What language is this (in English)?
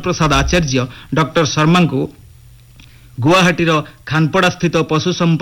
Odia